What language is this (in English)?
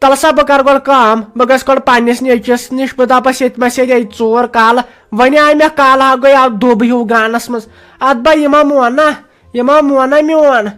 Kashmiri